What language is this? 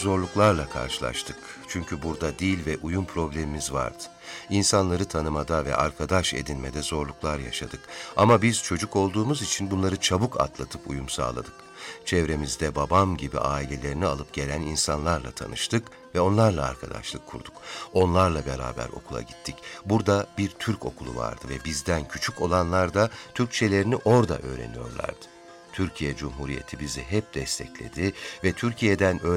Turkish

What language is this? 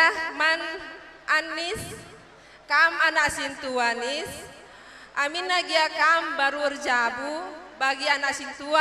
Batak Karo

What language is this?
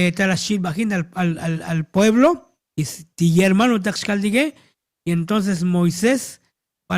Tzotzil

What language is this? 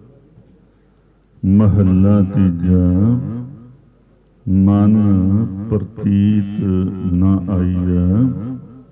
Punjabi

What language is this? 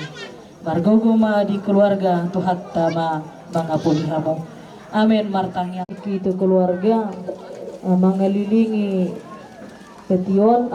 Batak Toba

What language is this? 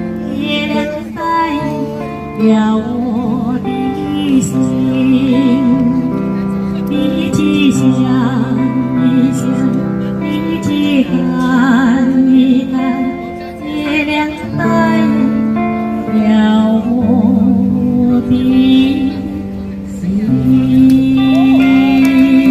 Chinese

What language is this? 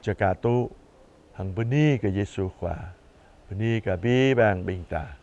Jarai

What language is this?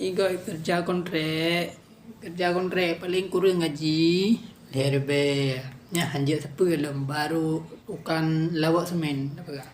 Achinese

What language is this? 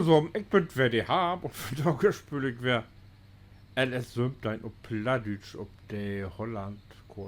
Low German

